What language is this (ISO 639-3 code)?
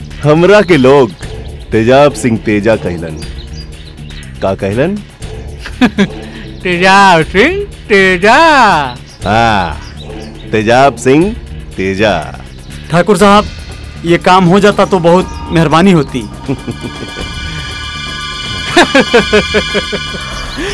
bho